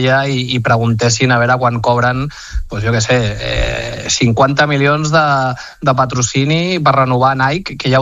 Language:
Catalan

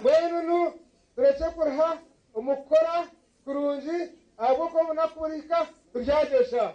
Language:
Nyankole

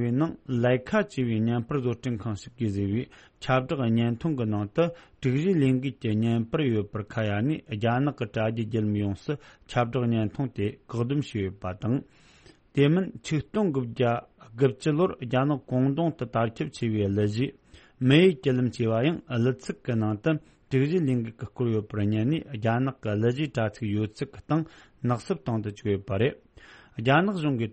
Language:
Tibetan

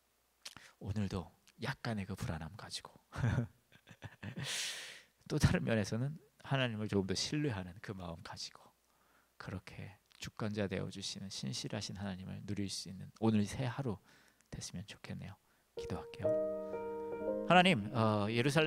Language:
Korean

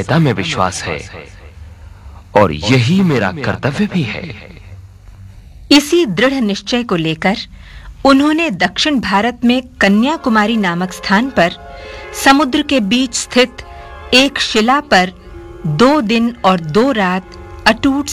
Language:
Hindi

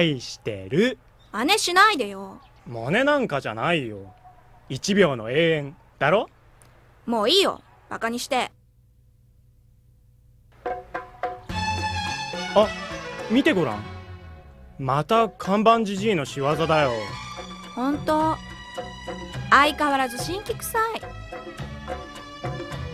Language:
Japanese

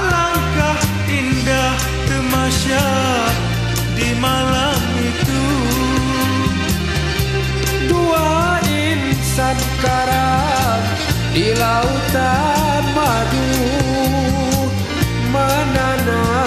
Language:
Malay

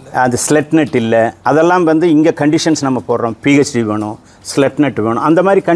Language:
Tamil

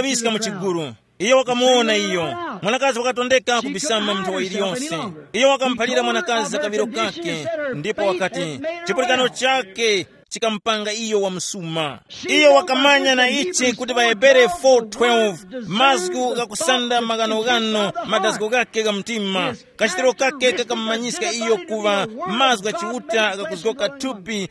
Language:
Tumbuka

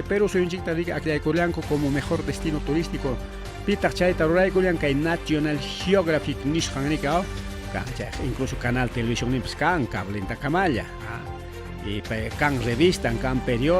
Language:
Ayacucho Quechua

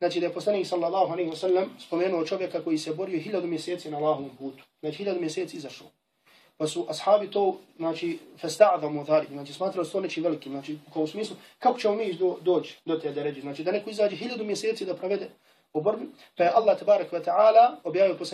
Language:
Bosnian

